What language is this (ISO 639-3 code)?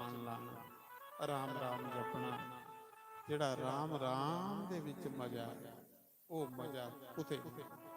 doi